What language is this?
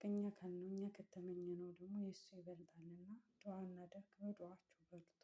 Amharic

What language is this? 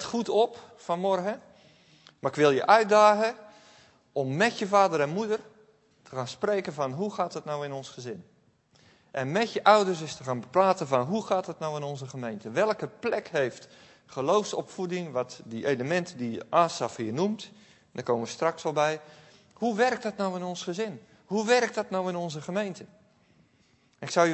Dutch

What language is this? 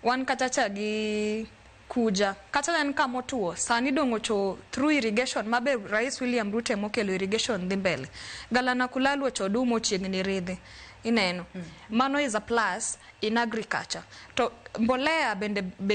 Luo (Kenya and Tanzania)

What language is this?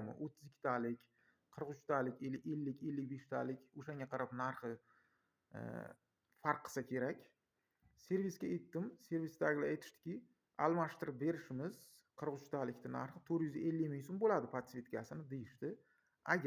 Uzbek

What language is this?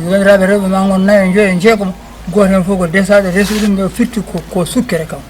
Fula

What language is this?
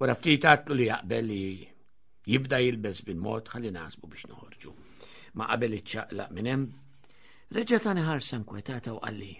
Maltese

